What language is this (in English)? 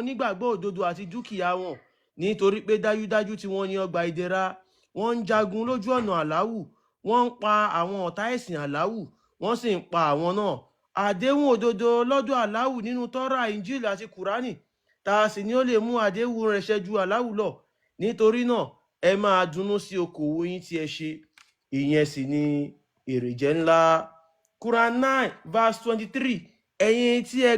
Yoruba